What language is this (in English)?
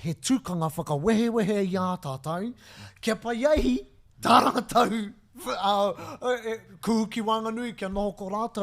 Māori